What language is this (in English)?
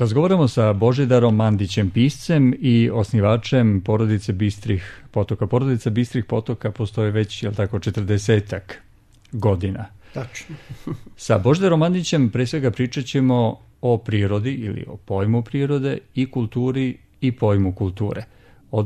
Serbian